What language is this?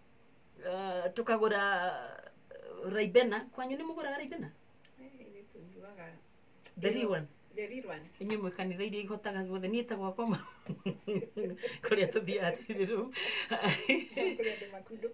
Kikuyu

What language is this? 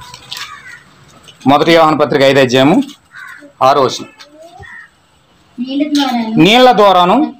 Telugu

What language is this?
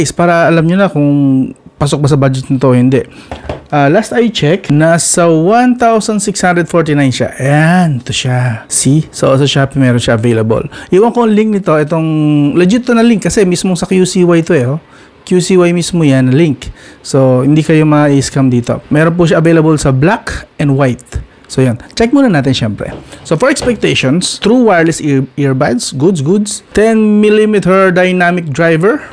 Filipino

